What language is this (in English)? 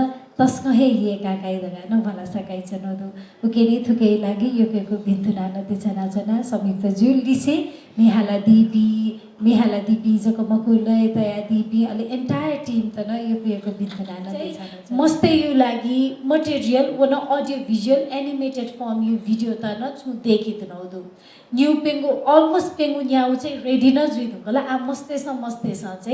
Newari